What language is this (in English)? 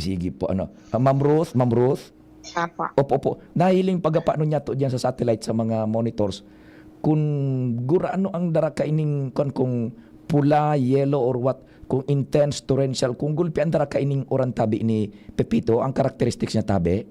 Bikol